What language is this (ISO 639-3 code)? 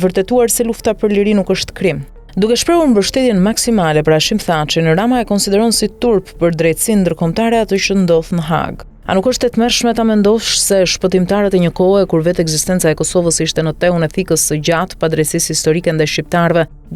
sqi